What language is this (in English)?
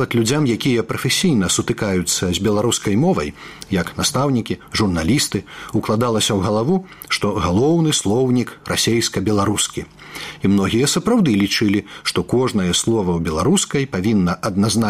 Belarusian